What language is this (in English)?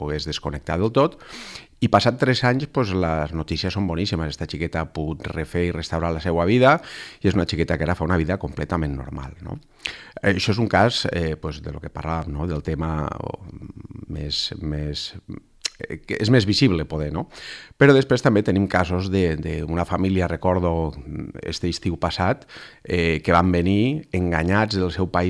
Catalan